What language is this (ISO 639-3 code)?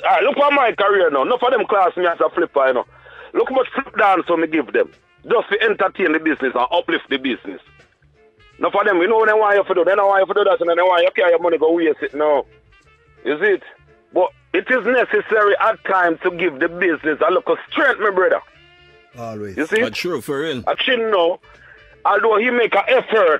jam